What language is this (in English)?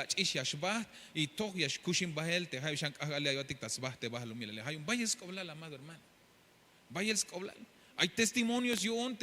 Tzeltal